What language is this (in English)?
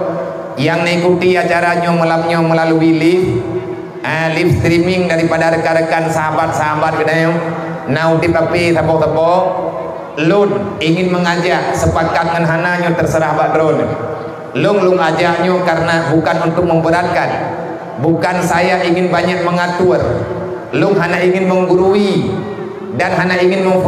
Achinese